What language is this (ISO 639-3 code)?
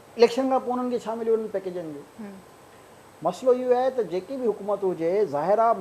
snd